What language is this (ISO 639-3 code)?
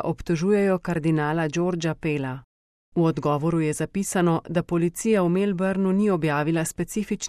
slv